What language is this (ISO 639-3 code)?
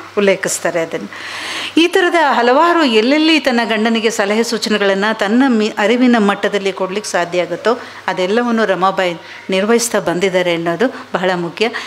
kan